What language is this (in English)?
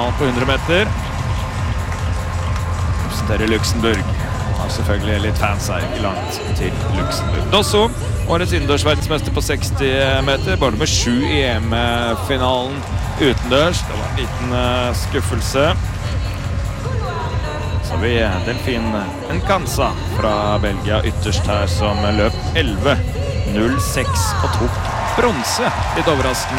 Norwegian